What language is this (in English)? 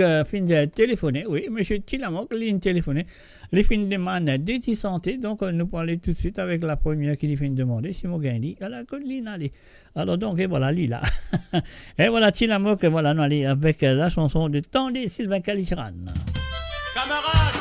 Morisyen